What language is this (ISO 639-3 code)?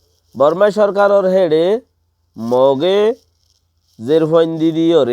rhg